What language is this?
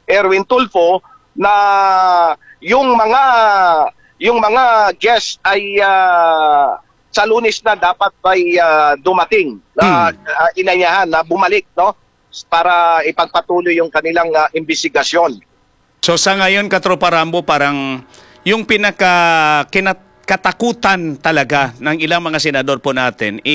Filipino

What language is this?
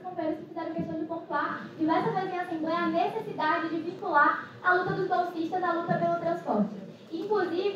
Portuguese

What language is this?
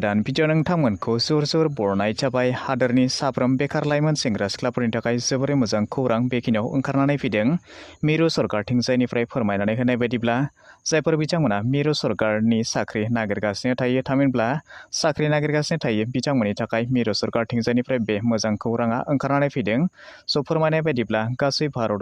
Bodo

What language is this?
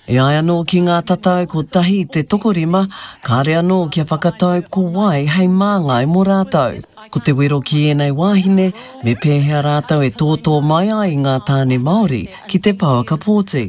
Māori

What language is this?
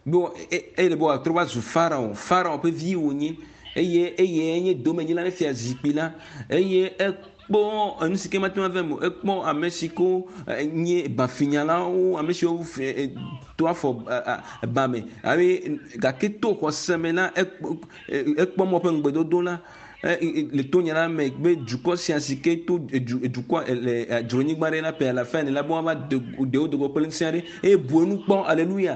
Ewe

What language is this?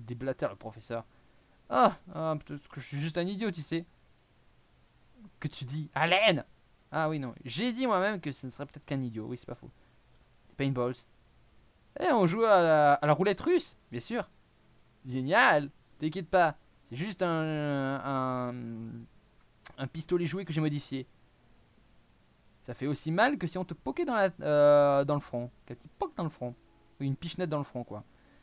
French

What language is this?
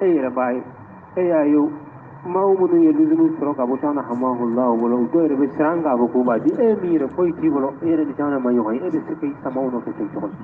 Bambara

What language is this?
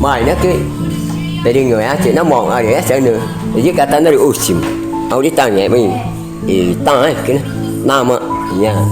Ticuna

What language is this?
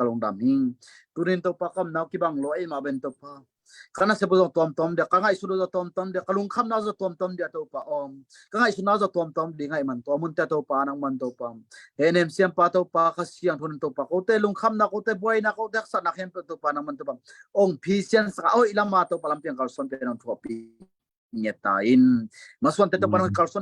Tedim Chin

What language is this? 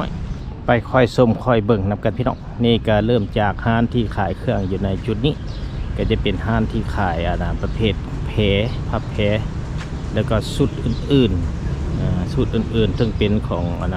Lao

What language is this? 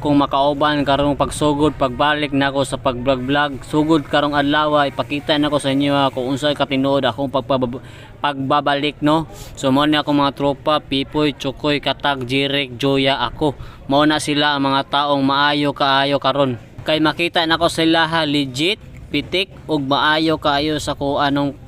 Cebuano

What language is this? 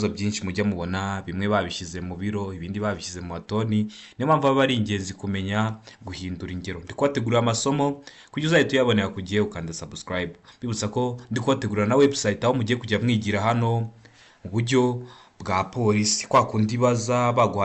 Kinyarwanda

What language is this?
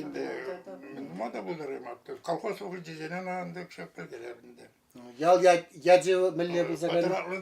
Chuvash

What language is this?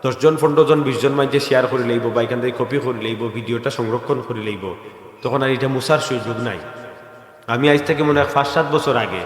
Sylheti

